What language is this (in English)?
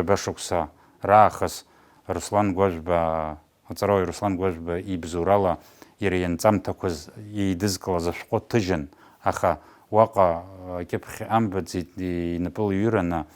Abkhazian